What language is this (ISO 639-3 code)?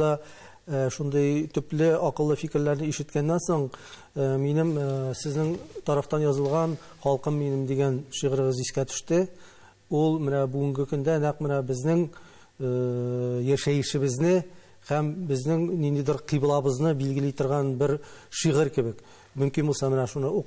tat